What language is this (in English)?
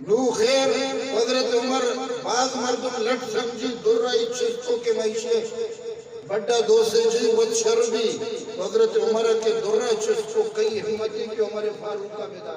Eastern Balochi